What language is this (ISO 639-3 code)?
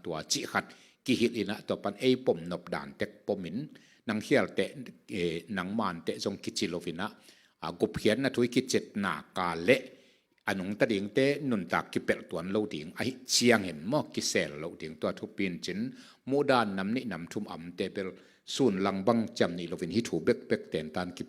ctd